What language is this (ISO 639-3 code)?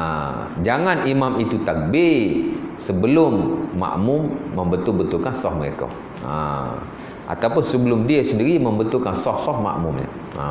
msa